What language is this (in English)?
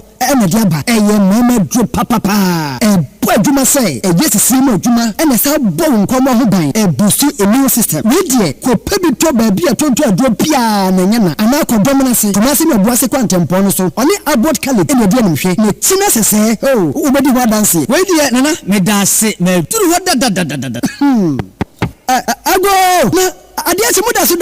Akan